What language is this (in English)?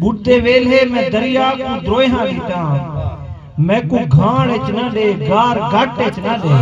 Saraiki